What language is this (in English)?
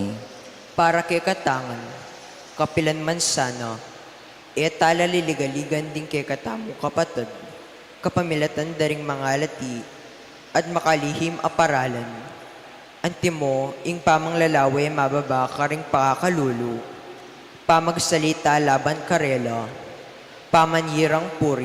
Pampanga